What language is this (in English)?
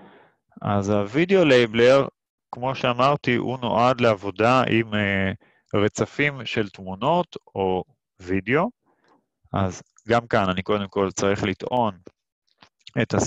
Hebrew